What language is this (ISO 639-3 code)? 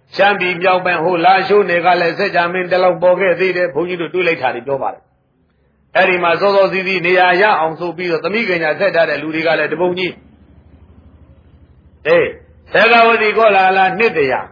mya